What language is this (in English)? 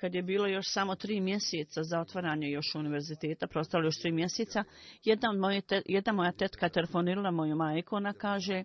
Bosnian